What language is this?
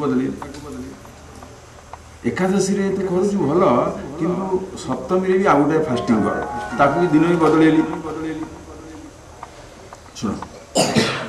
Odia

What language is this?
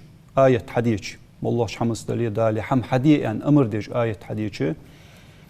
Ingush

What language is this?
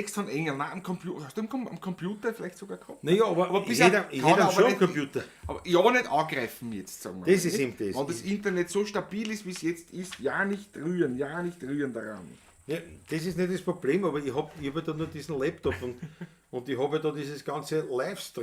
Bavarian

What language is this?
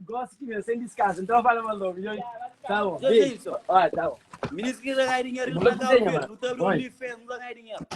Kabuverdianu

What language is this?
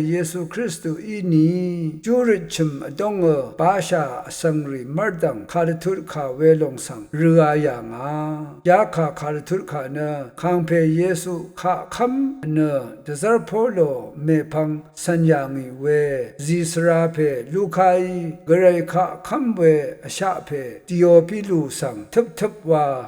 Rawang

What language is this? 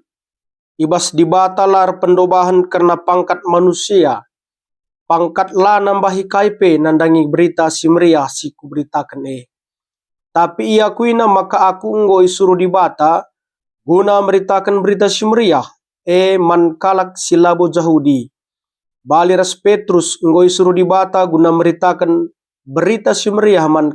Batak Karo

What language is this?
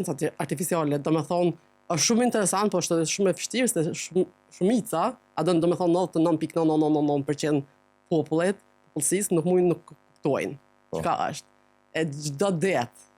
Albanian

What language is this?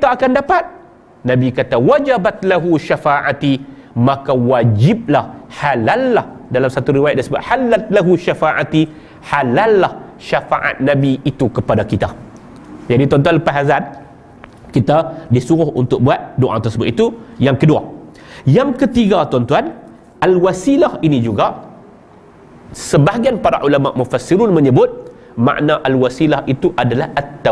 Malay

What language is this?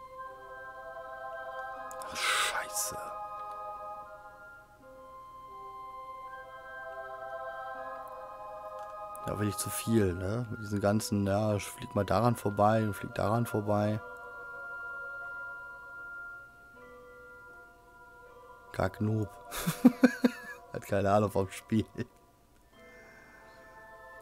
German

